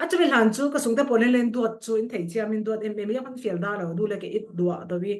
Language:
Falam Chin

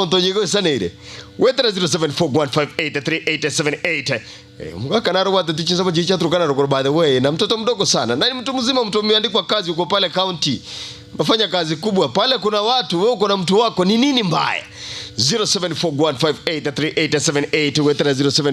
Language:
Gusii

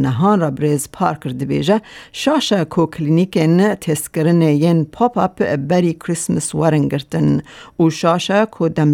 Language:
Kurdish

